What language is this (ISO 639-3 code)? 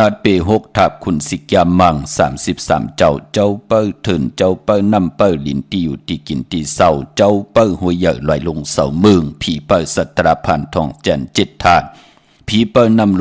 shn